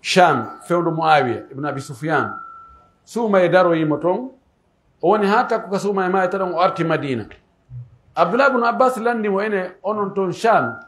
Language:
Pular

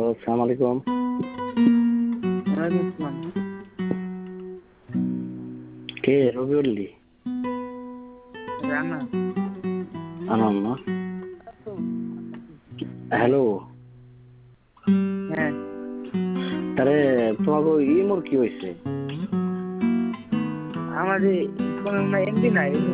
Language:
Bangla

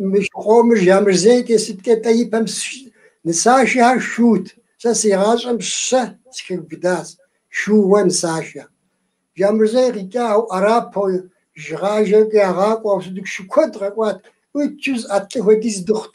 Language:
Kabardian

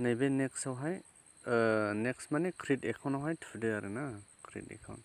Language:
Bodo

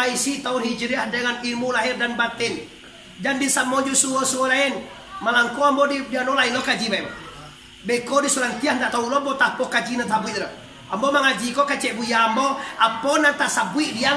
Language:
Minangkabau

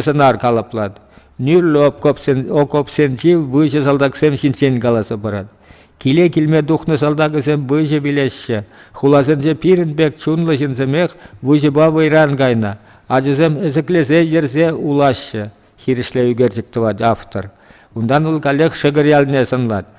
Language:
Chuvash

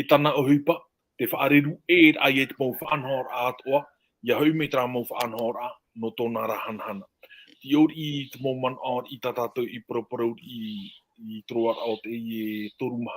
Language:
Tahitian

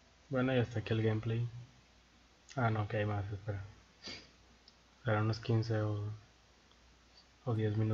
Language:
Spanish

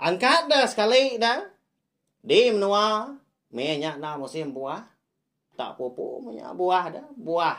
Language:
Iban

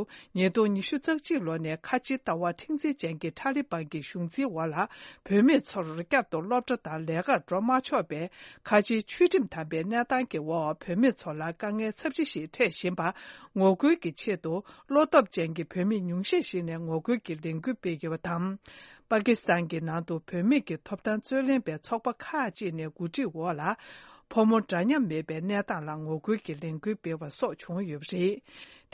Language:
Tibetan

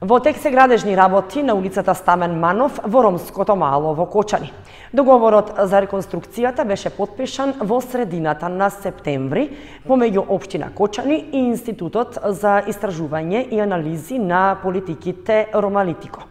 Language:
Macedonian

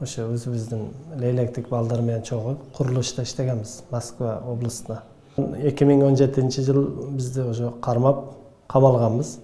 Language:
Kyrgyz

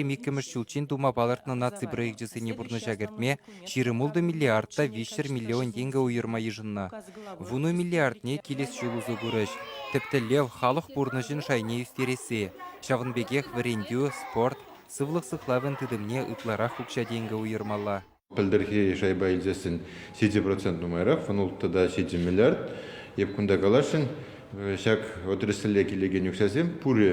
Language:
Chuvash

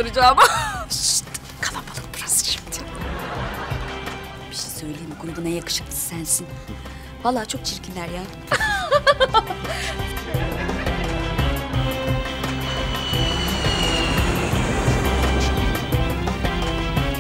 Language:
Turkish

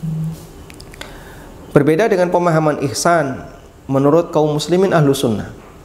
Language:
Indonesian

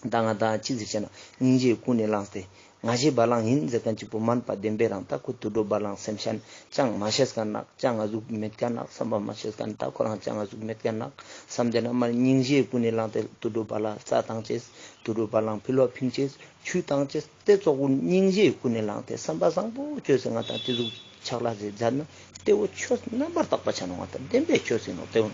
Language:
Ladakhi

